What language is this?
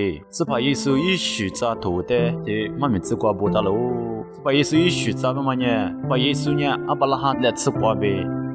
Lisu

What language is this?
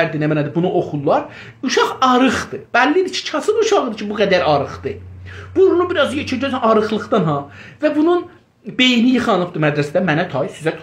South Azerbaijani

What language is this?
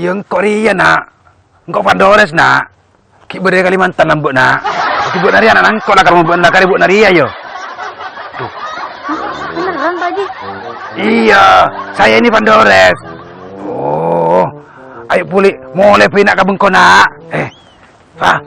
Madurese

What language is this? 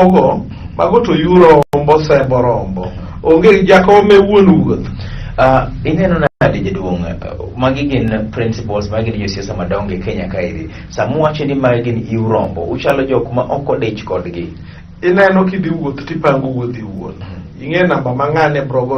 Luo (Kenya and Tanzania)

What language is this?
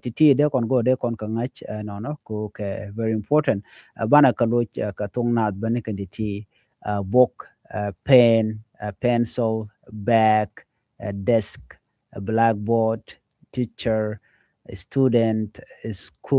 Nuer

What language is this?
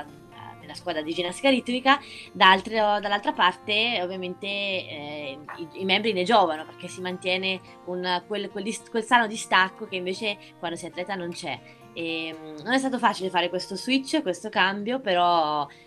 Italian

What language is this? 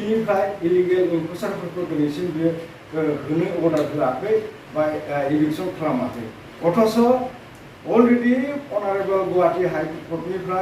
Bodo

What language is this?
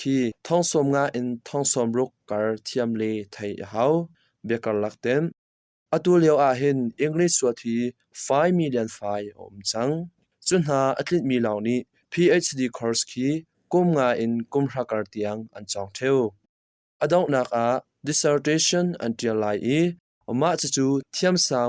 Hakha Chin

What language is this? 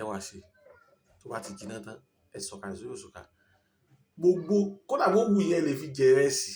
Yoruba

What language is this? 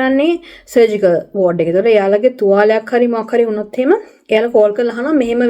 Sinhala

